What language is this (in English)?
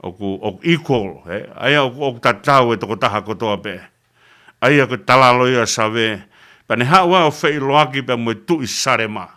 Tongan